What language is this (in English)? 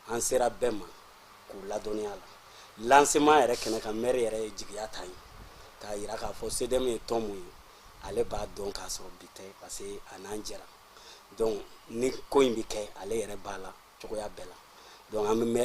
Bambara